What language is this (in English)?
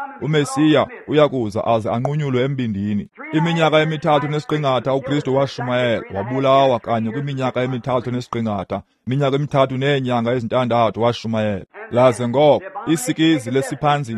Xhosa